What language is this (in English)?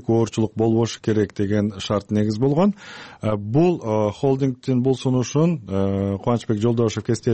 Kyrgyz